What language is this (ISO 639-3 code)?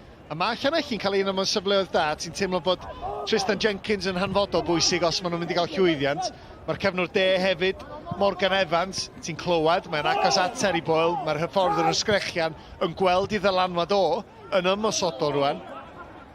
cym